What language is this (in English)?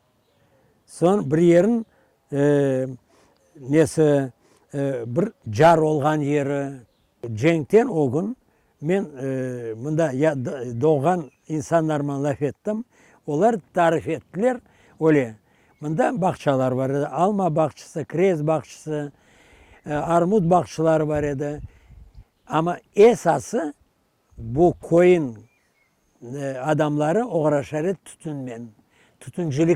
Crimean Tatar